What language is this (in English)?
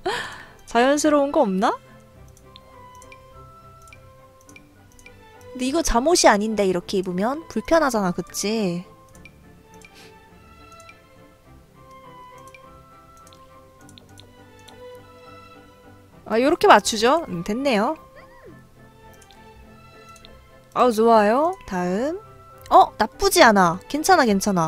Korean